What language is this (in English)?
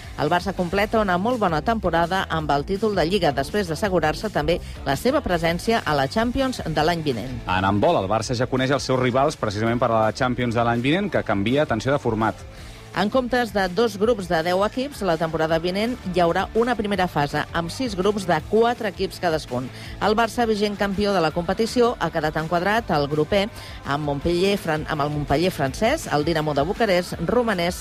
Catalan